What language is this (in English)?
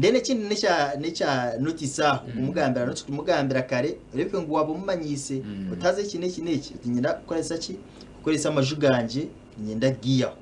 Nyankole